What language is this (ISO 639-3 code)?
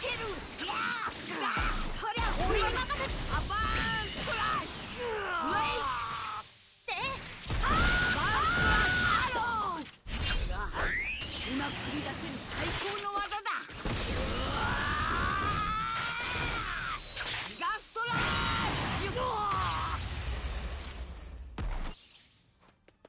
jpn